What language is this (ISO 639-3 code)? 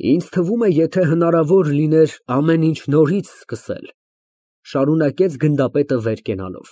hye